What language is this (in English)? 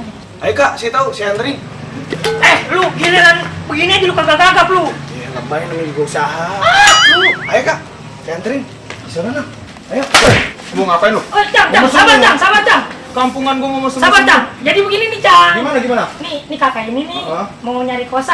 Betawi